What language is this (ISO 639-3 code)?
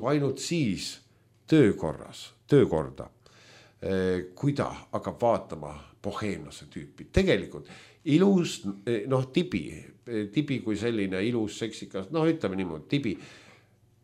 est